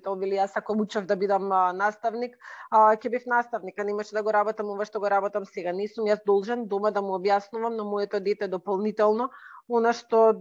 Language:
Macedonian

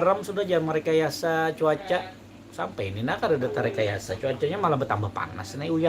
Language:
Banjar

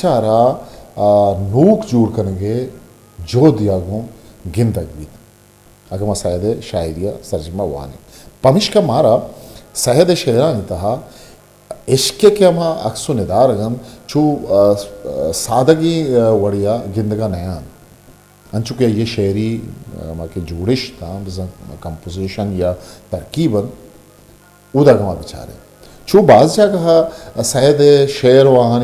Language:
Eastern Balochi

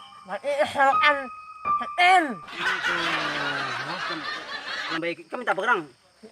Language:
Banjar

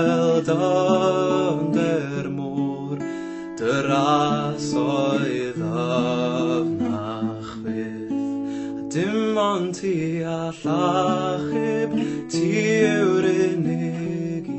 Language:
Welsh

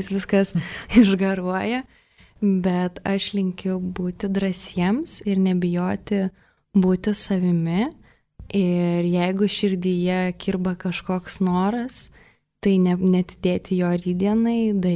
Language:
Lithuanian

